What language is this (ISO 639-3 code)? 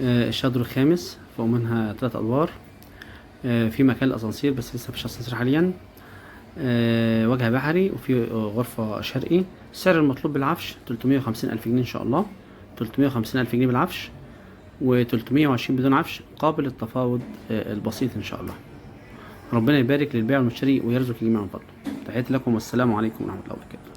arz